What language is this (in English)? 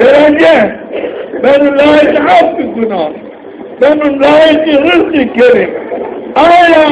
Zaza